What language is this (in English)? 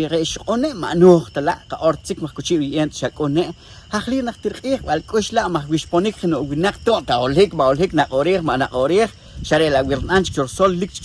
Poqomchi'